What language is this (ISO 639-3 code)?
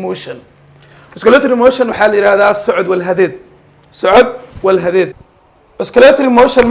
som